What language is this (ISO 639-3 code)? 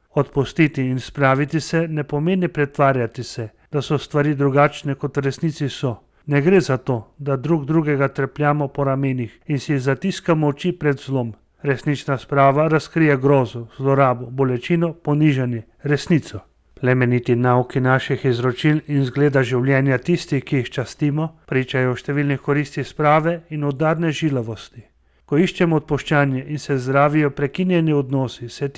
slv